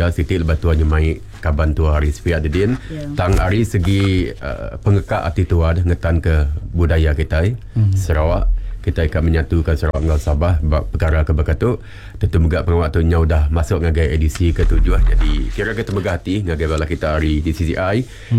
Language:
Iban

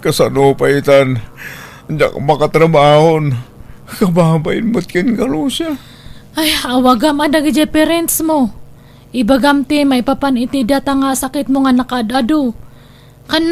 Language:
Iloko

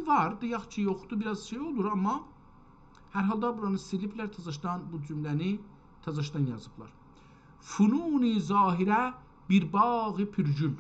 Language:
South Azerbaijani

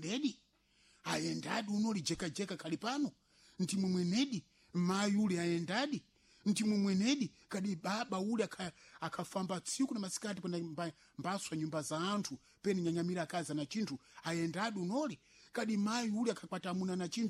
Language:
Sena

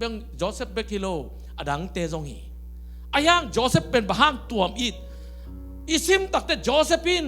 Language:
Tedim Chin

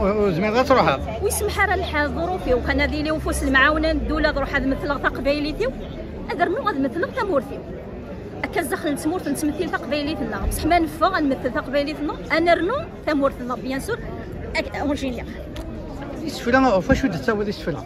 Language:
Kabyle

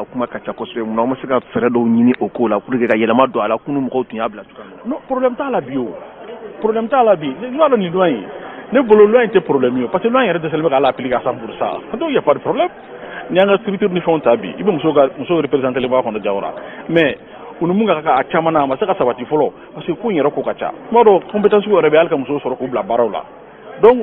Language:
Bambara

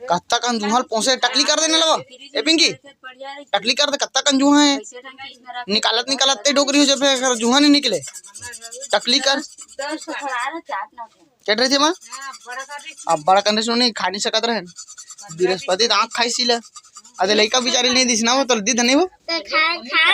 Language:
Chhattisgarhi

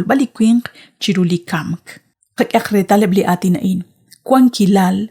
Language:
Kekchí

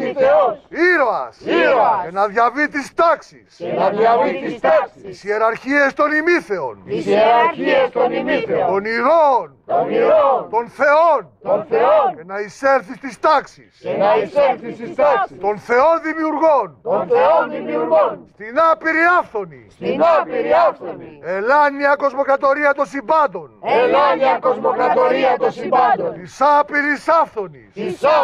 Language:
Greek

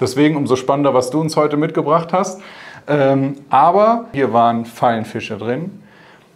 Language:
German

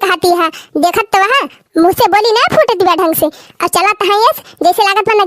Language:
Awadhi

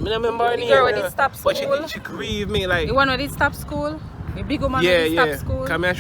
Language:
Jamaican Creole English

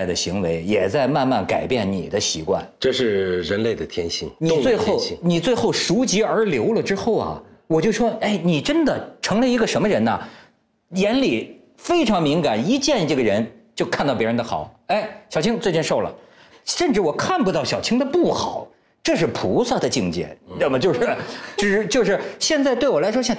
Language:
Chinese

